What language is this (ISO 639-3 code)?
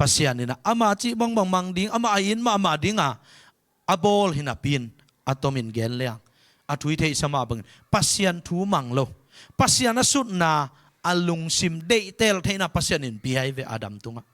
ctd